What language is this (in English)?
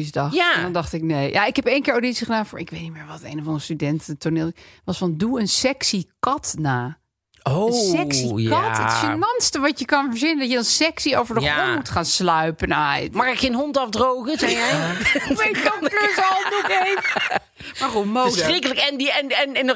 Dutch